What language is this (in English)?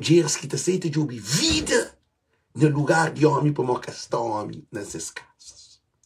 Kabuverdianu